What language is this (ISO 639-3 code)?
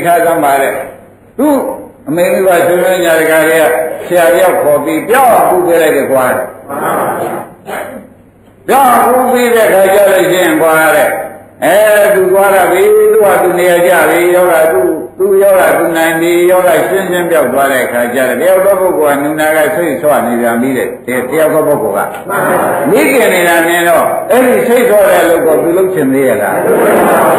mya